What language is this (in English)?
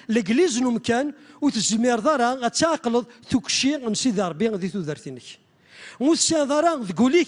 Kabyle